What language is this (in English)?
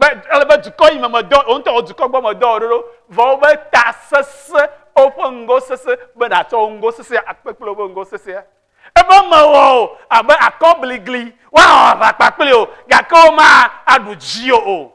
Ewe